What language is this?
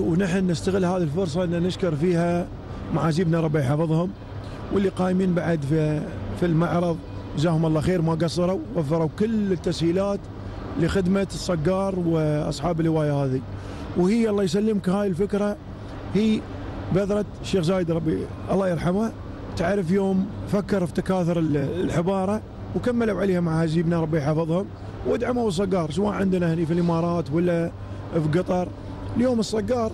Gulf Arabic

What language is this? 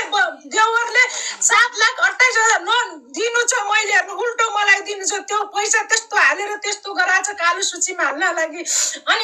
Nepali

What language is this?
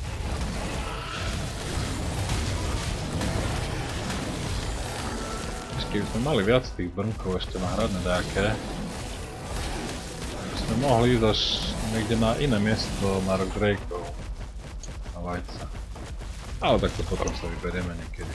Slovak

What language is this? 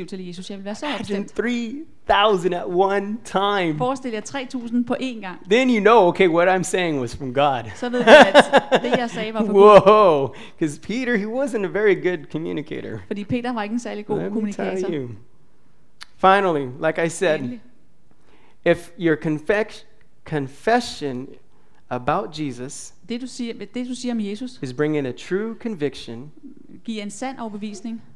Danish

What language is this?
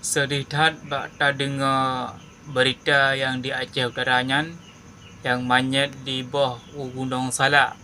Achinese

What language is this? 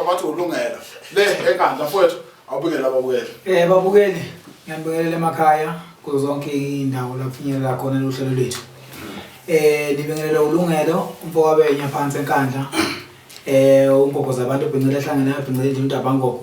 Zulu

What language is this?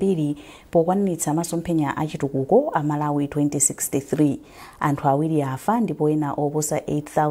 Nyanja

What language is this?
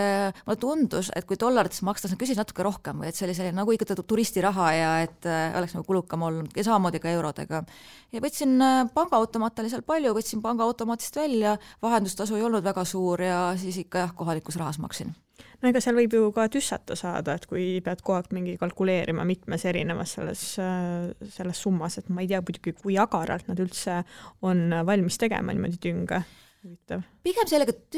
Estonian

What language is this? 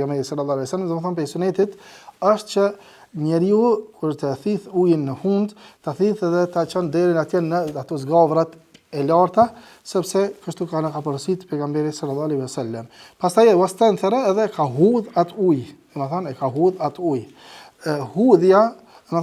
Albanian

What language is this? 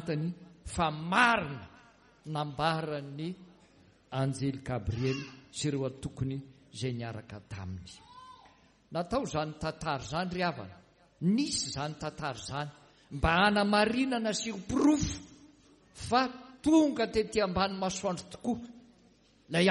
Malagasy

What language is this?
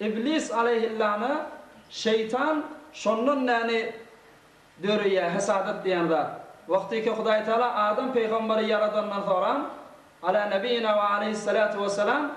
Turkmen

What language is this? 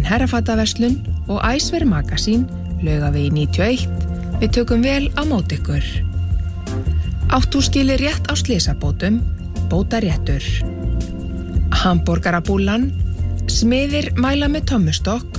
Icelandic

